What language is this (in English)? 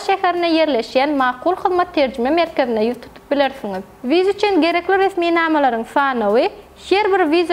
Turkmen